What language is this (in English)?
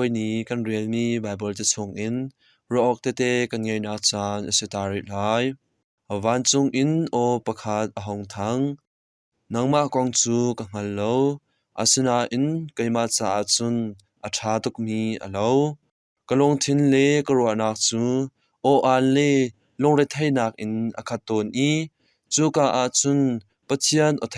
Hakha Chin